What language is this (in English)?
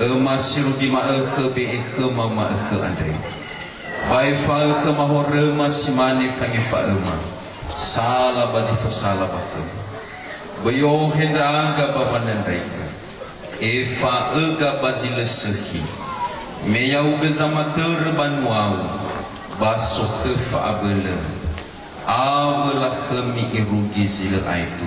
Nias